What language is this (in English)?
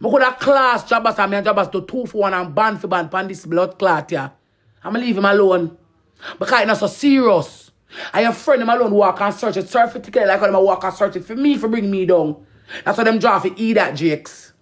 Jamaican Creole English